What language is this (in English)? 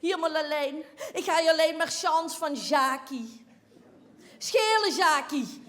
Limburgish